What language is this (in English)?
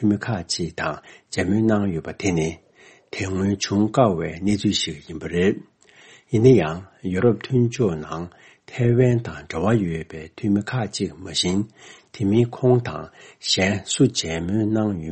Tibetan